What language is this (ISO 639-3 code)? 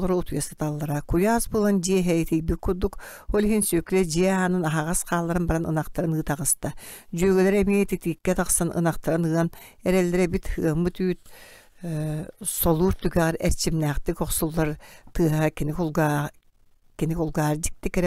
sah